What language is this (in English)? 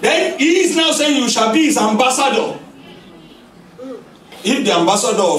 English